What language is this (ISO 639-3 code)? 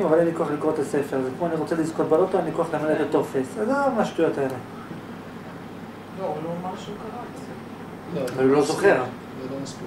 heb